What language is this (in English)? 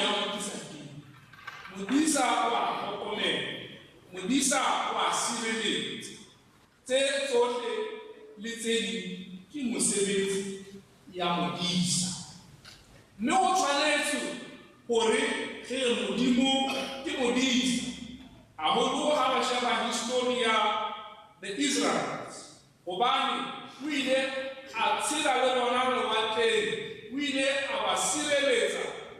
Tswana